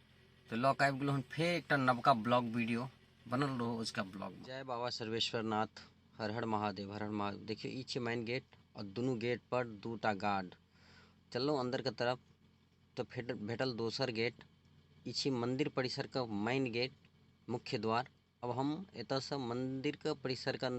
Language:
Maithili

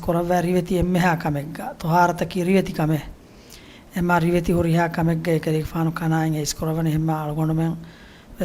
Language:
Divehi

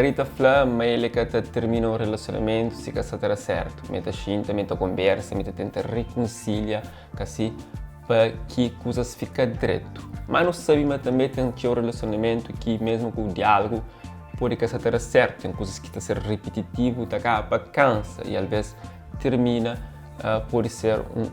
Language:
Kabuverdianu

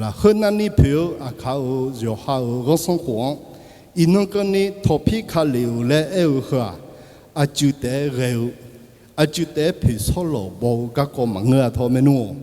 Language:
Akha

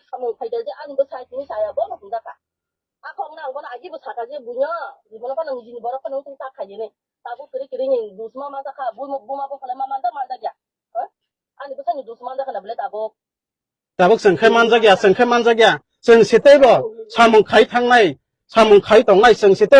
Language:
Kok Borok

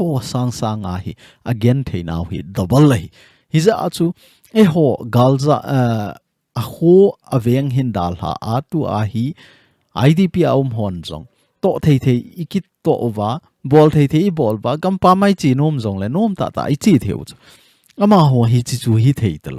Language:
Thado Chin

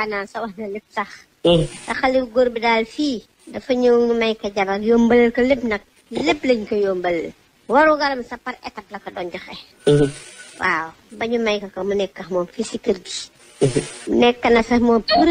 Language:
Wolof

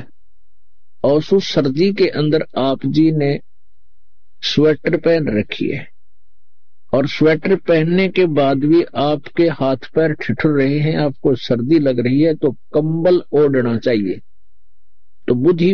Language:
Hindi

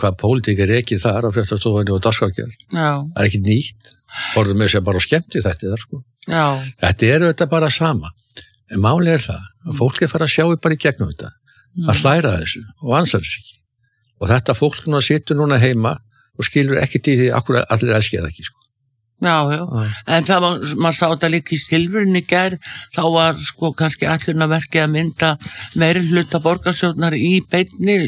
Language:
Icelandic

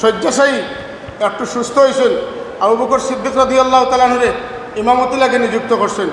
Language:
Sylheti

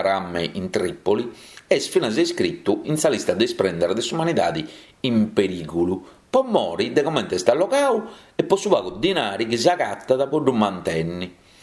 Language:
Sardinian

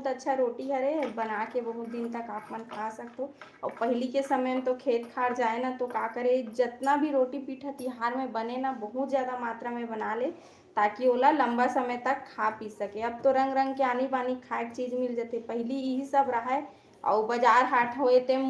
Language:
Chhattisgarhi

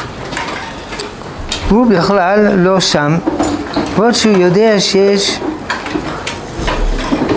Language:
Hebrew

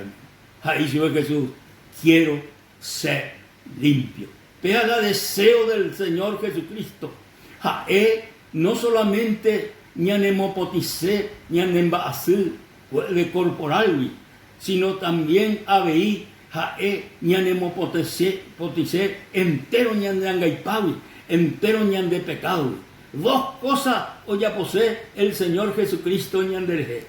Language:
Guarani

